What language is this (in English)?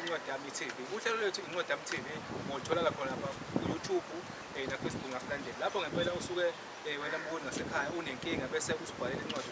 Zulu